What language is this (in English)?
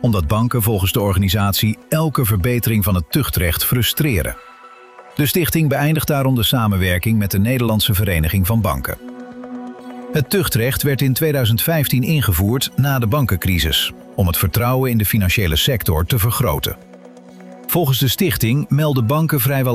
Dutch